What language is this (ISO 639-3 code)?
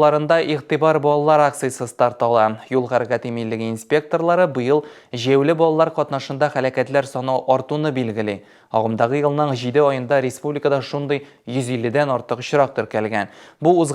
tat